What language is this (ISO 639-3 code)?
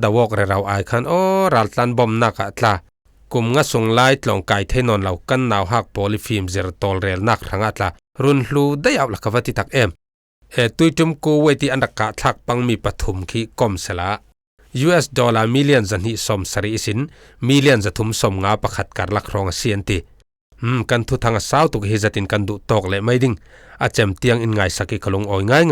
cfm